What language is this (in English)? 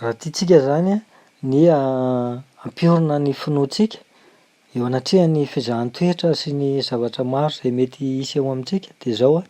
Malagasy